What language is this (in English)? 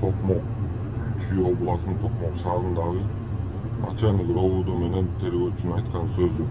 Kyrgyz